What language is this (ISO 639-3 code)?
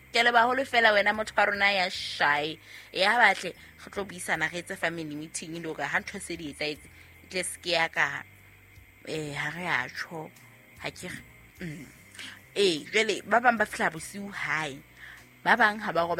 sot